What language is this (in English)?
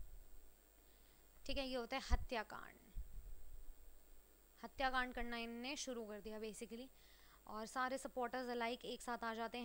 Hindi